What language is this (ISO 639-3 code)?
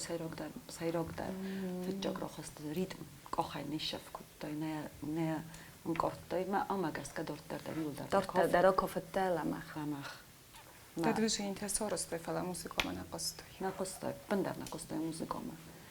oss